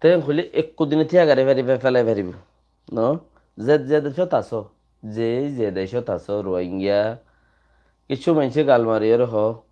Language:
Rohingya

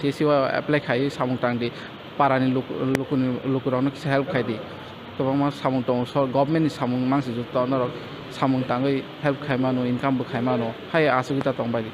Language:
Kok Borok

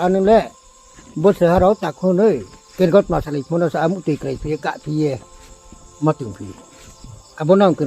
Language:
Riang (India)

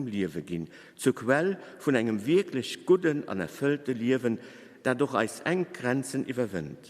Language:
Luxembourgish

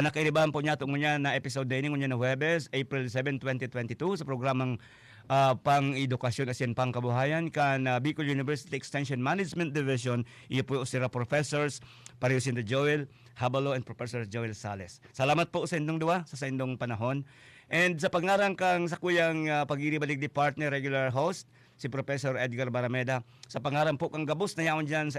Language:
Bikol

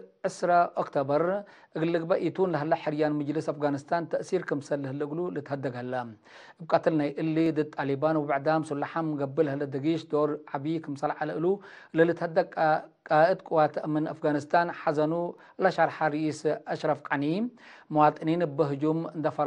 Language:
Tigre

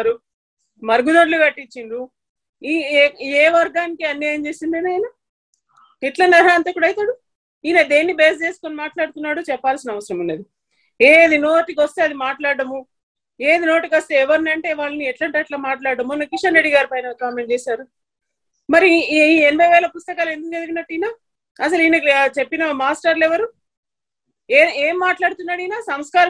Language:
Telugu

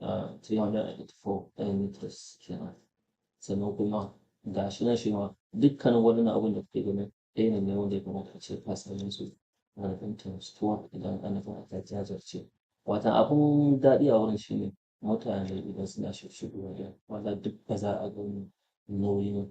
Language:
Hausa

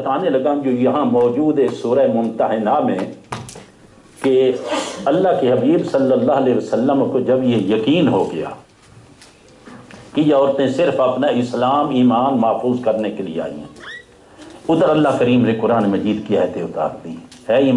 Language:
Urdu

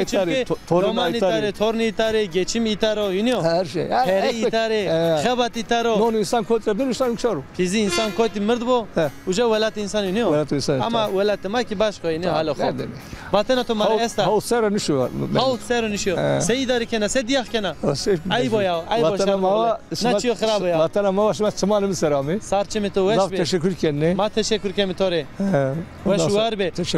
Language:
Zaza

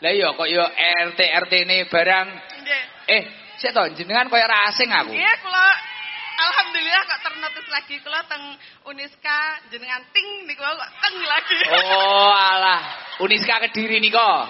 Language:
Javanese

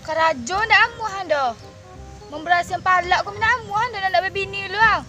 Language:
Minangkabau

